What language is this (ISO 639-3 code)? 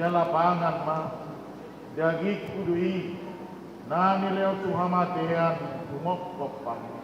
bbc